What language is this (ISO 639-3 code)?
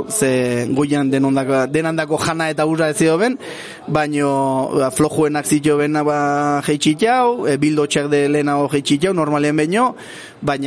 eus